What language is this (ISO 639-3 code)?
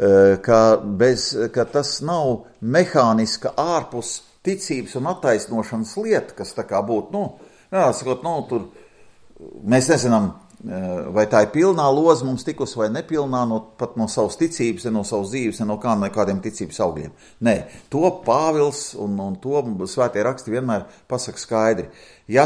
lav